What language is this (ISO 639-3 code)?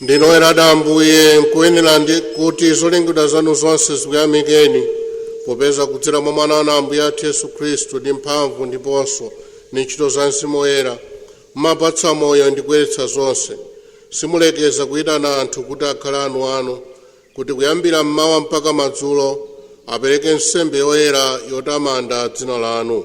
nya